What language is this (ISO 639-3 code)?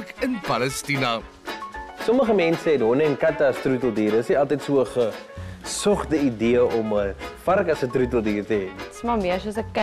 afr